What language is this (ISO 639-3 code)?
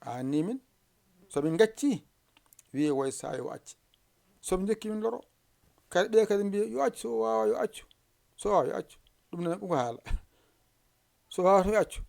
ful